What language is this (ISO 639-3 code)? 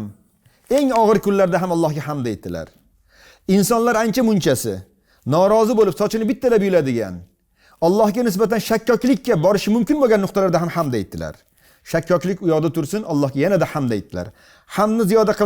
uzb